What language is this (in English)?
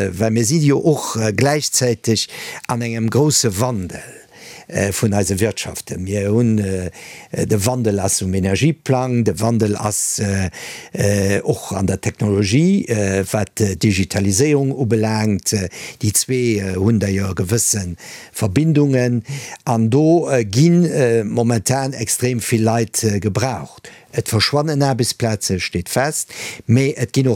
Luxembourgish